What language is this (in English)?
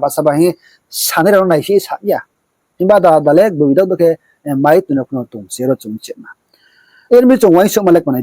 Riang (India)